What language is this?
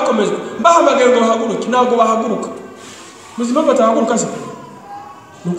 Kinyarwanda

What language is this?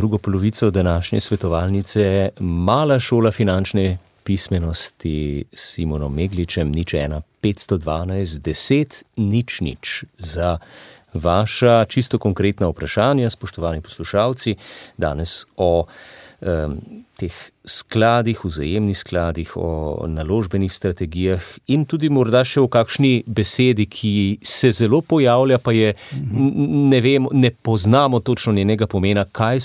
Slovenian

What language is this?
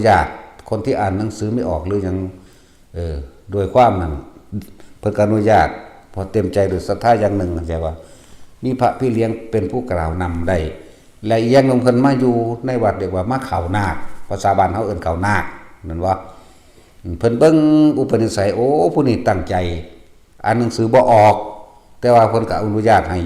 Northeastern Thai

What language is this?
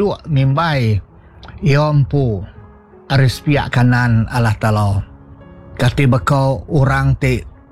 Iban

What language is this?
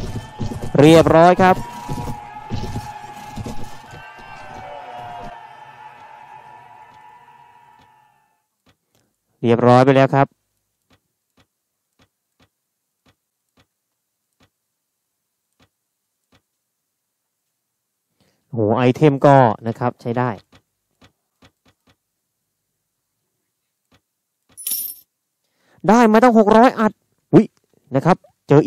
Thai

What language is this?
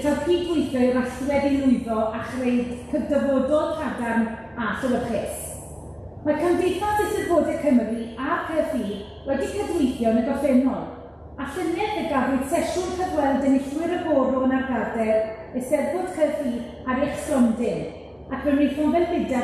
Welsh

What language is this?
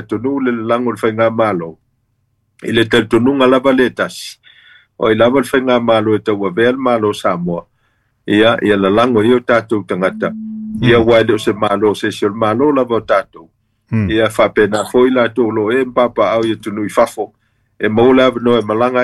Samoan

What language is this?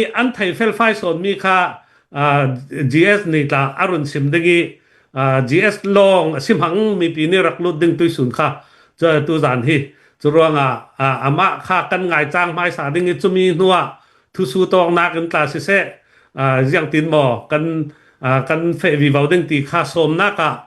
Hakha Chin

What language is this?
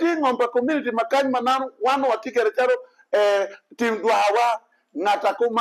Acoli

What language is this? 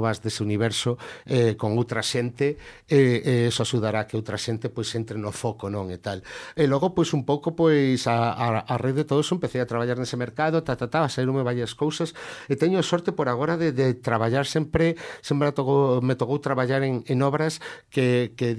Galician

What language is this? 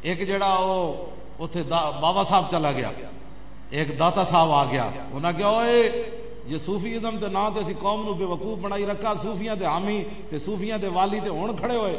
Western Panjabi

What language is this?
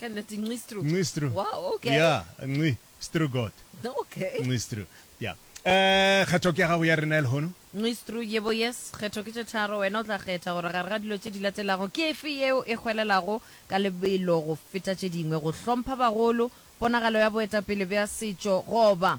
Northern Sotho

